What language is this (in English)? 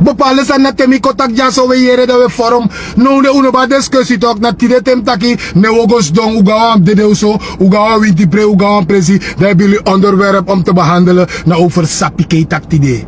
Sranan Tongo